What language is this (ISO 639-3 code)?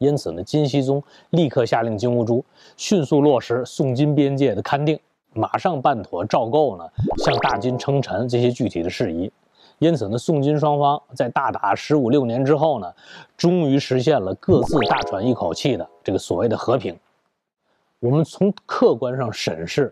zho